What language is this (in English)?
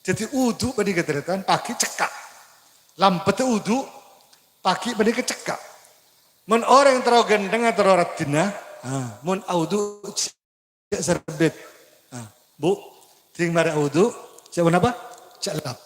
Madurese